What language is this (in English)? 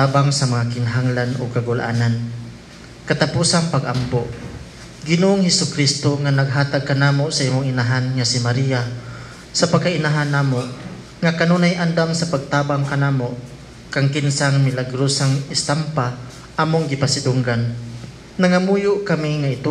Cebuano